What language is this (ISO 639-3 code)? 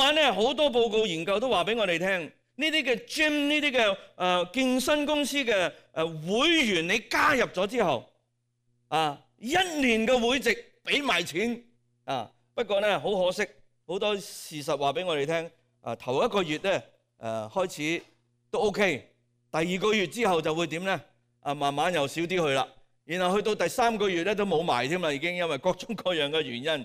yue